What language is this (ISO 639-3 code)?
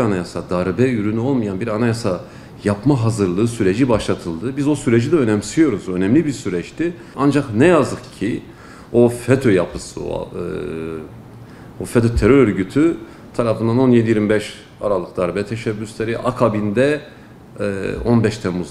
tur